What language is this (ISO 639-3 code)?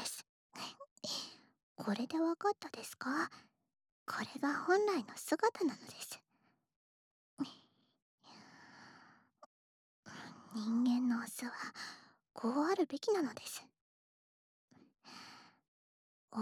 jpn